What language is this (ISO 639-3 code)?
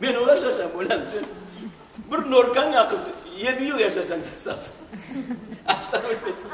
crh